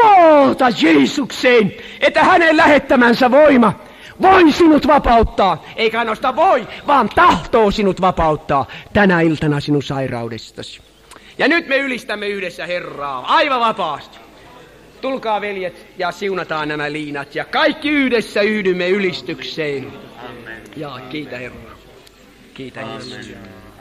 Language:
Finnish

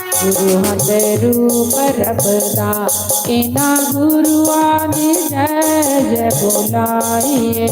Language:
Dogri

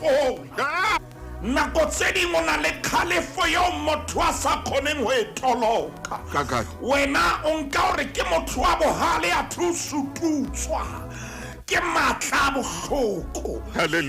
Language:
Southern Sotho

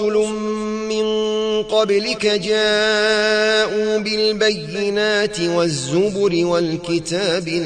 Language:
Arabic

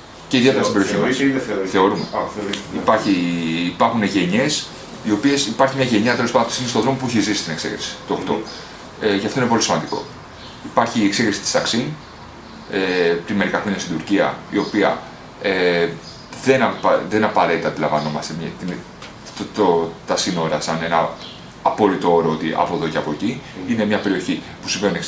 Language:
Greek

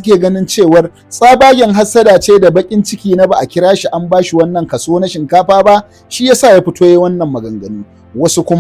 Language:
Hausa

